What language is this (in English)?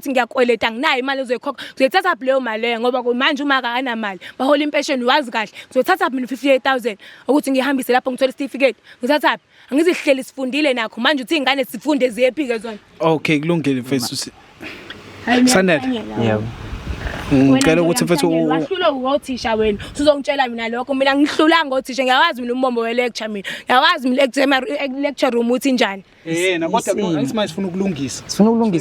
Zulu